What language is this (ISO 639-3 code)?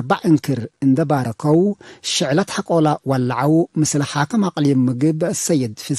tig